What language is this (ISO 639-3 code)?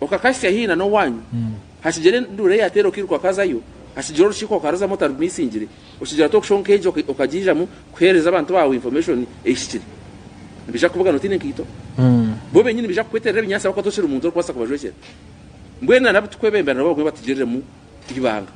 nyn